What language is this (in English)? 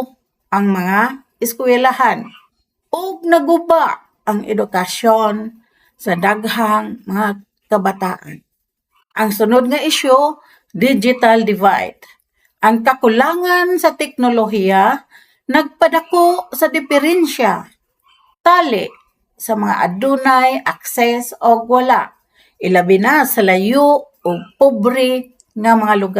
Cebuano